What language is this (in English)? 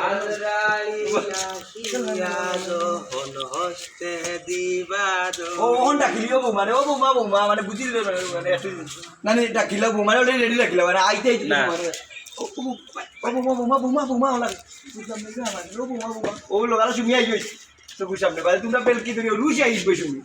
Sylheti